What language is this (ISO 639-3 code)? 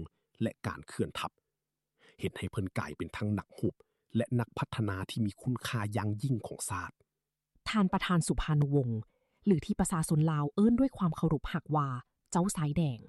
lao